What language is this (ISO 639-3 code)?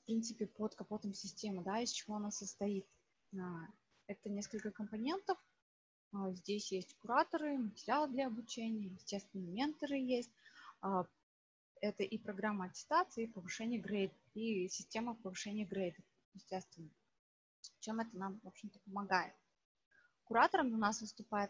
rus